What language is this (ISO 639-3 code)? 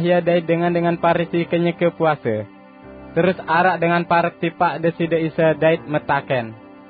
sas